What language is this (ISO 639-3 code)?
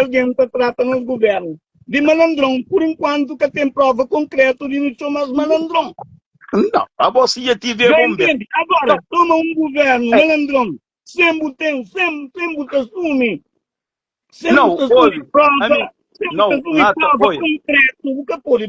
kea